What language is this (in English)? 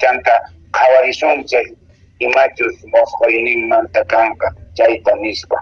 Quechua